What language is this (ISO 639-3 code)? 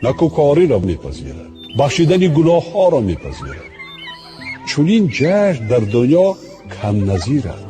tgk